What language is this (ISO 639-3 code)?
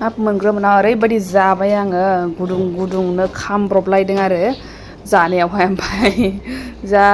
brx